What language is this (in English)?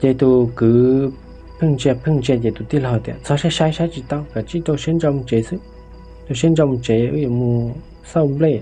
Hmong